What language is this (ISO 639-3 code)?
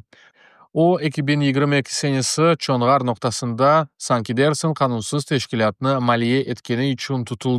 crh